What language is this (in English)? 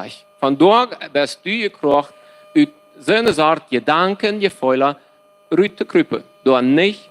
Plautdietsch